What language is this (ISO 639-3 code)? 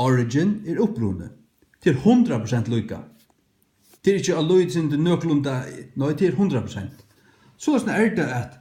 fao